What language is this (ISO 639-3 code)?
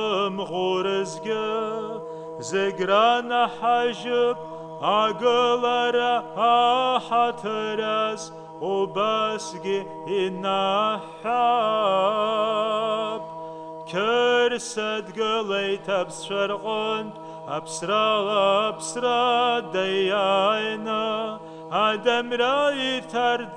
abk